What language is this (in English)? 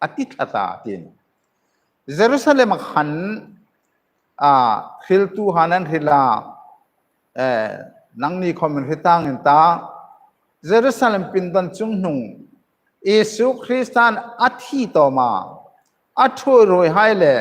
Hmar